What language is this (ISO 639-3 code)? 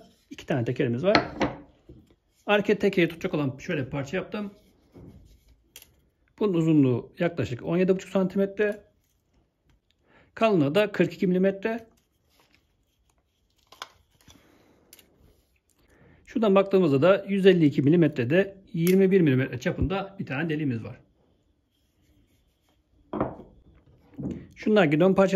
tur